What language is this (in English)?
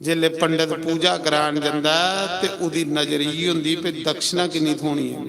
Dogri